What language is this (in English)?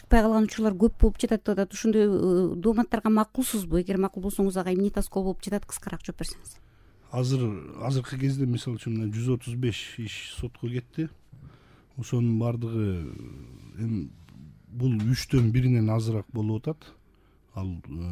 Kyrgyz